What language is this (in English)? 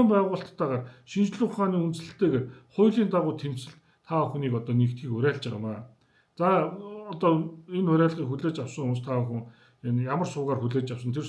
Mongolian